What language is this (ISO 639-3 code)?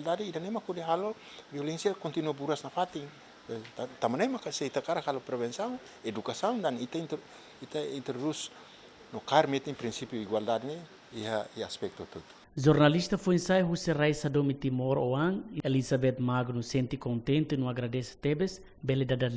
tet